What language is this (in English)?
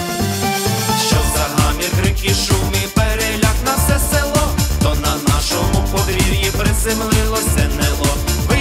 Ukrainian